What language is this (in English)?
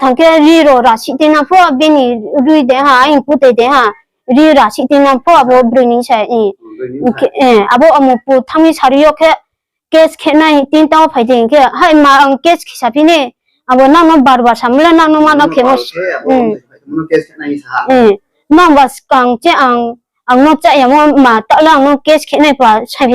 Riang (India)